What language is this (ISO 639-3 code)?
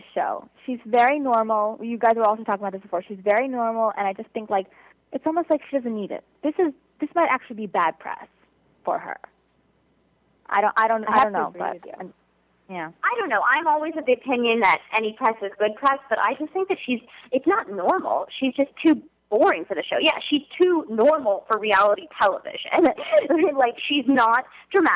eng